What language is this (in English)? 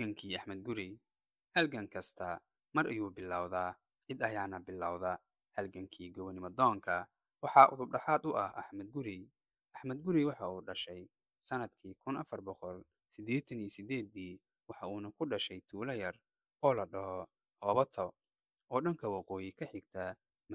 Somali